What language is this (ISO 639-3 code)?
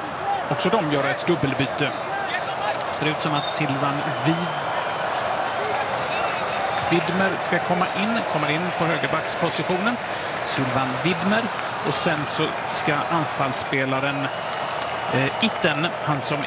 swe